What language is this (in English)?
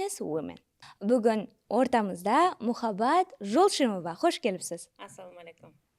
Kara-Kalpak